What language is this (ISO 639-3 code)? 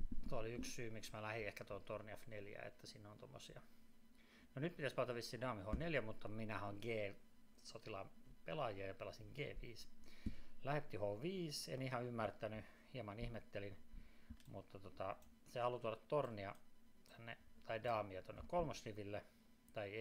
fin